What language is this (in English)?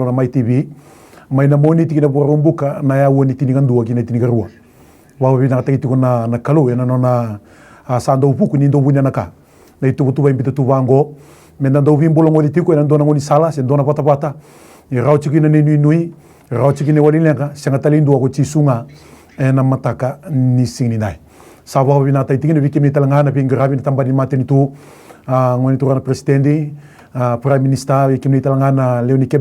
Fijian